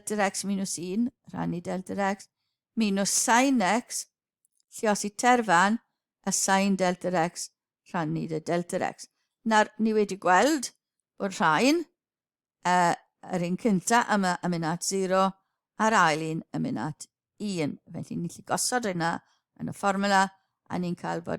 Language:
Welsh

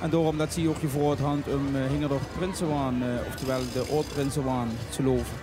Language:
Limburgish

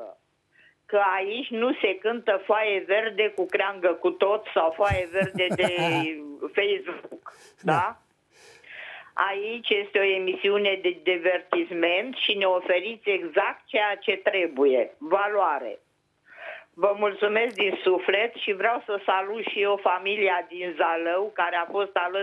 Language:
Romanian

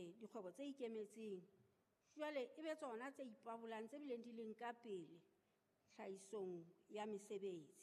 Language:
Southern Sotho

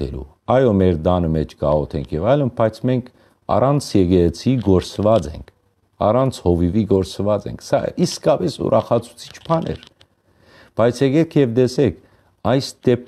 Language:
Western Armenian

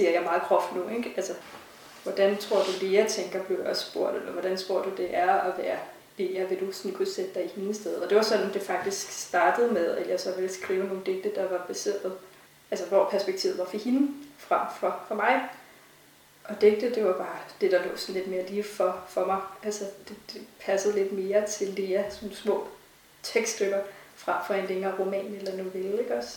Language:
Danish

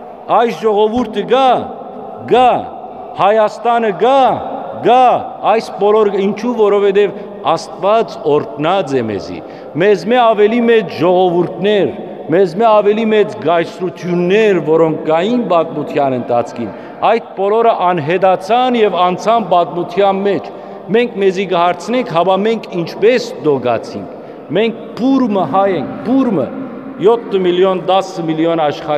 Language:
Western Armenian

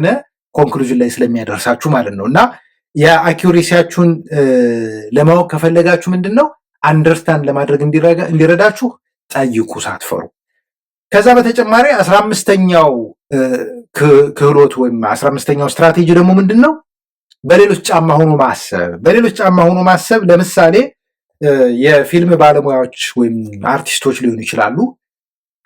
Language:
Amharic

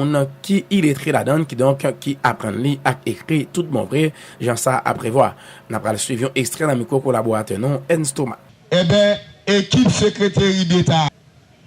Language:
Haitian Creole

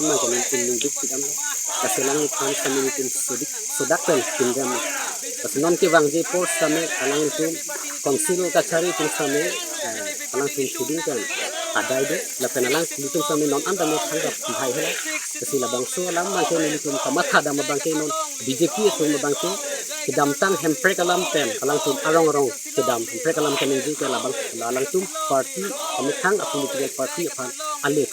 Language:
Karbi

